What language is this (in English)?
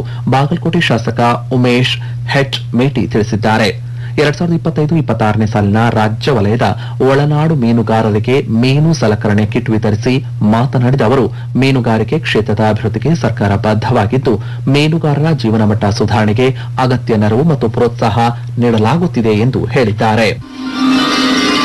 Kannada